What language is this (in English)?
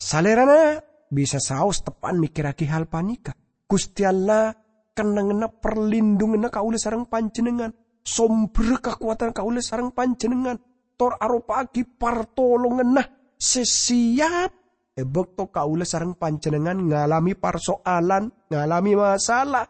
Madurese